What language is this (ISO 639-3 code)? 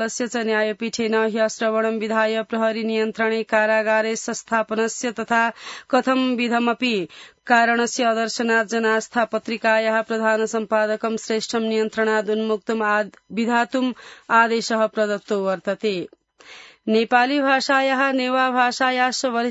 san